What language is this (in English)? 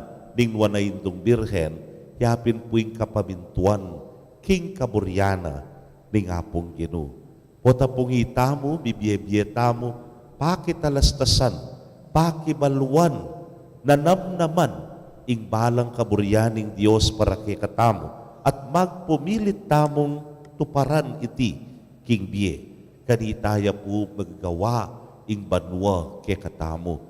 Pampanga